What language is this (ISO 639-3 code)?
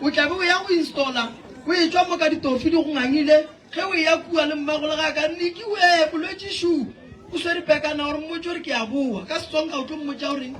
nso